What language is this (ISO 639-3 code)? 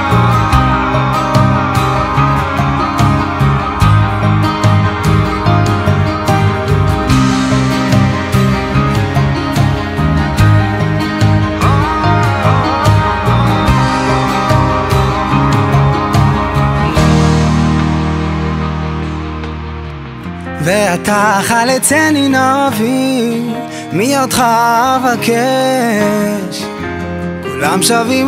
heb